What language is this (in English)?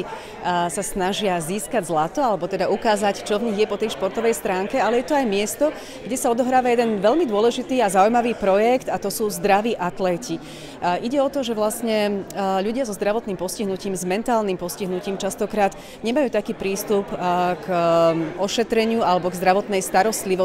Slovak